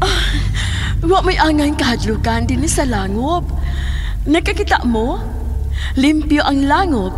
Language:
Cebuano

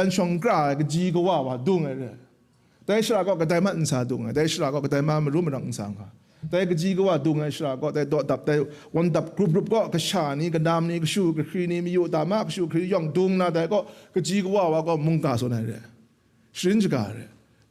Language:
Kachin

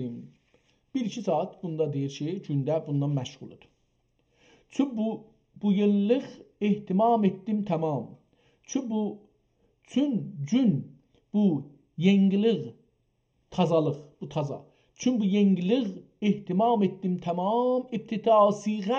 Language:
South Azerbaijani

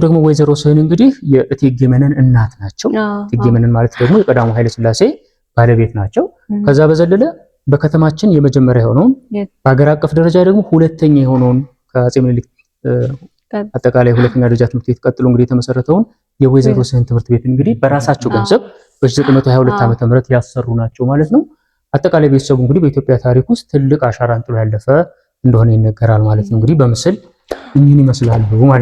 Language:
Amharic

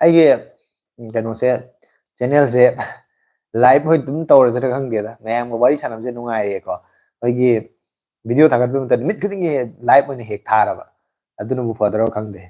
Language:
Manipuri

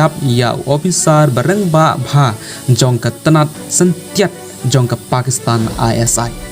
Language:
Khasi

